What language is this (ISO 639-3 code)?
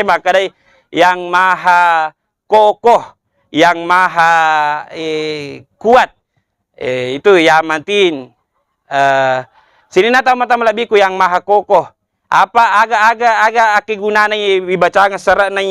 bug